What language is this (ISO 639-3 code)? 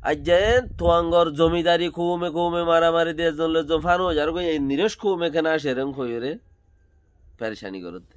rhg